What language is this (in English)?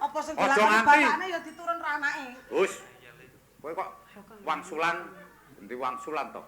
Javanese